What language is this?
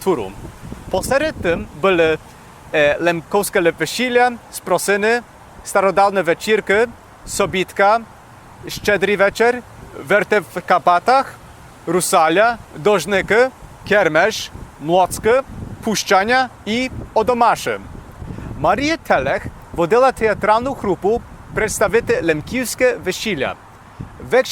Rusyn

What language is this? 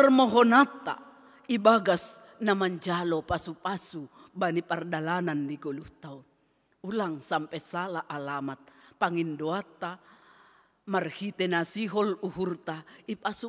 Batak Simalungun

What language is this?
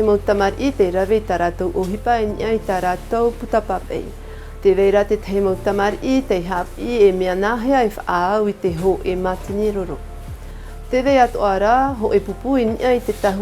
Tahitian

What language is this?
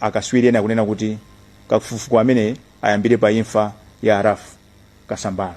Nyanja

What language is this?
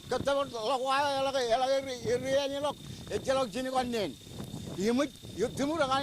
Marshallese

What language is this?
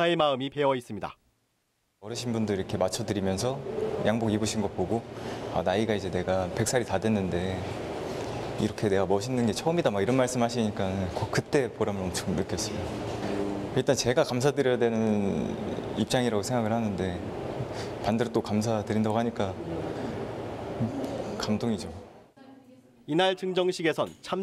Korean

